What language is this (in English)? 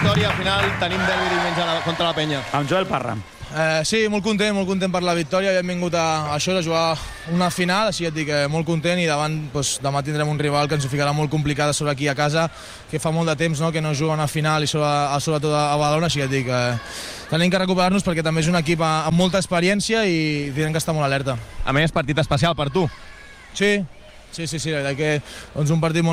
Catalan